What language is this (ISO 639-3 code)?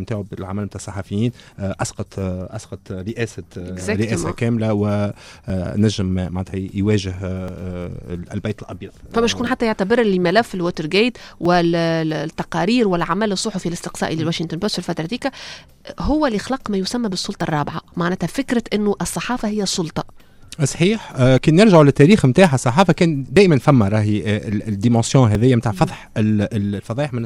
aeb